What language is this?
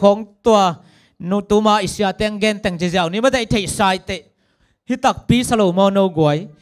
Tedim Chin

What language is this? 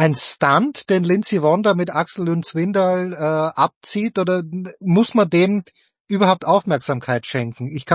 German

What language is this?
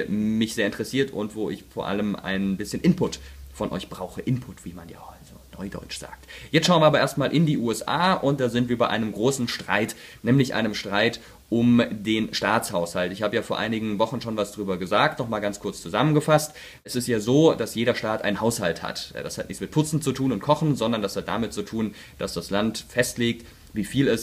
German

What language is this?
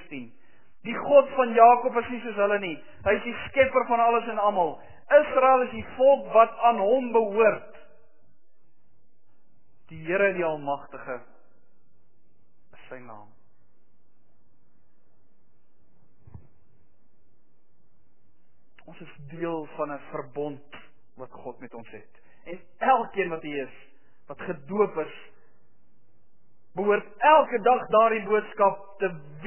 Afrikaans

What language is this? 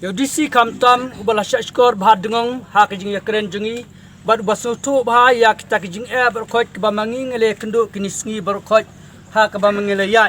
Khasi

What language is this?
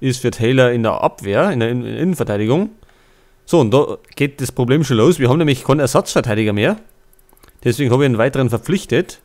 Bavarian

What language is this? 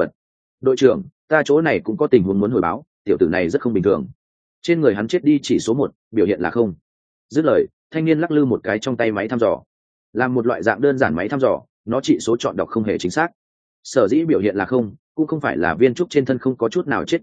Vietnamese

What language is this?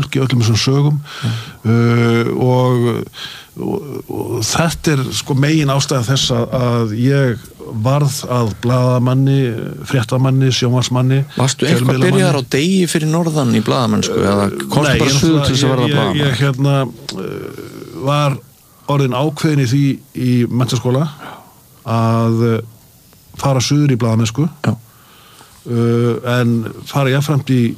Icelandic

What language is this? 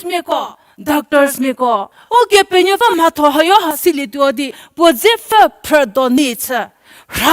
Angami Naga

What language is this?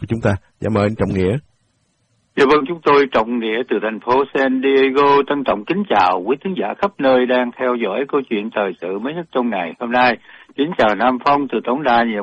Vietnamese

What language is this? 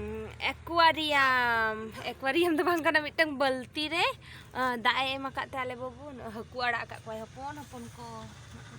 Santali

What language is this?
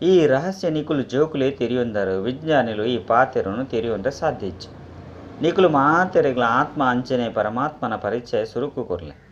Tulu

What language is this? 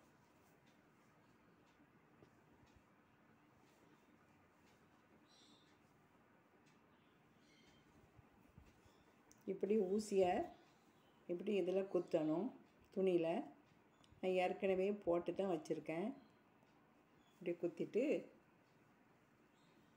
Tamil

